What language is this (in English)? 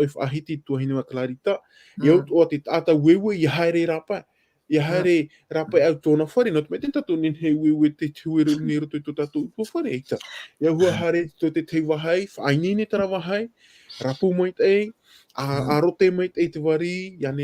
Tahitian